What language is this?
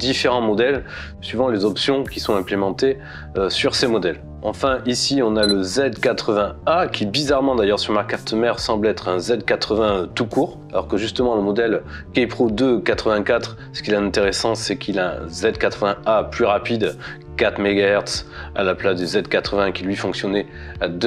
French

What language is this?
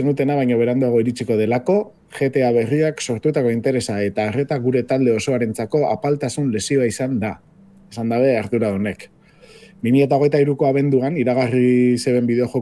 Basque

